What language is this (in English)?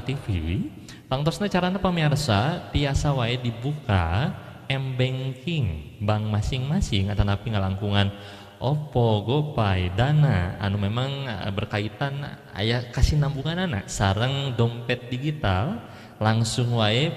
Sundanese